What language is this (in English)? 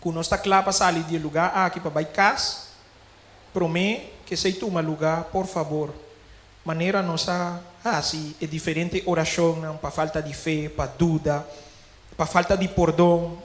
Papiamento